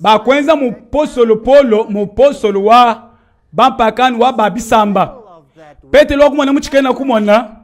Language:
Luba-Lulua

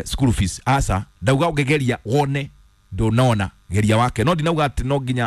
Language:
Kikuyu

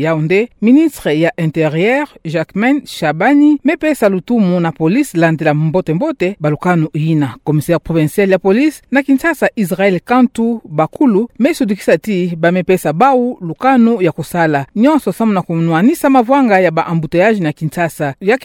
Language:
Kituba (Democratic Republic of Congo)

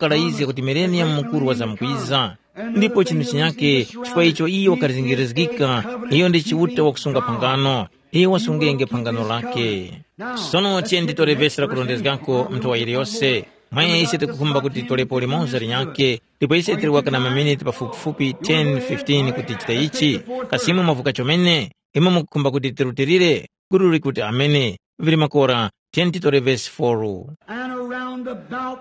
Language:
Tumbuka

